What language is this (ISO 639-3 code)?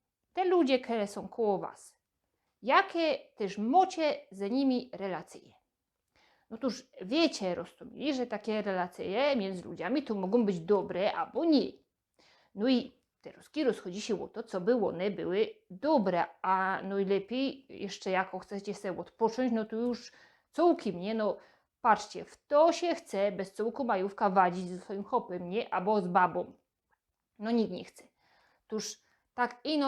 szl